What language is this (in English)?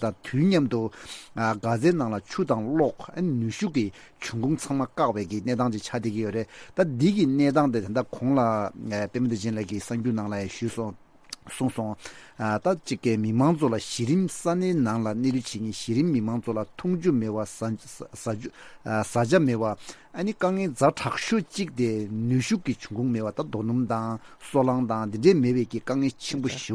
Tibetan